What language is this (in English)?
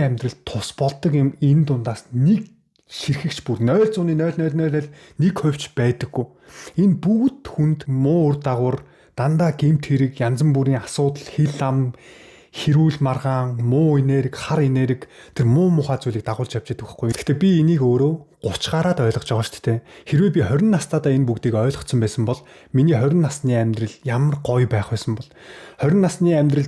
Mongolian